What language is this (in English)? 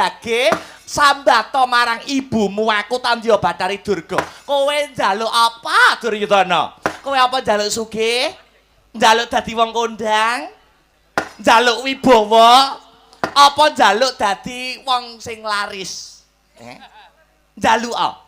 Javanese